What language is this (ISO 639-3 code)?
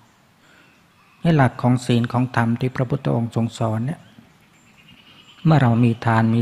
tha